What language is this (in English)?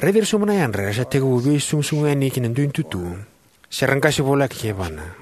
Fijian